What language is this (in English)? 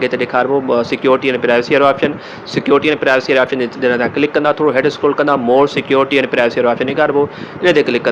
Sindhi